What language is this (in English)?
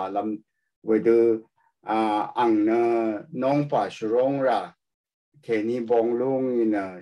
Rawang